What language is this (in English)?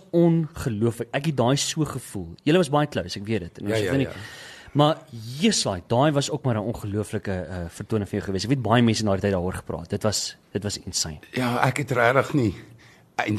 Afrikaans